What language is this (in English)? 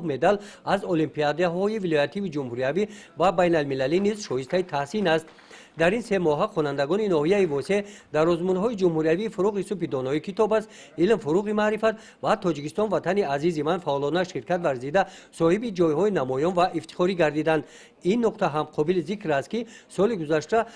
Tajik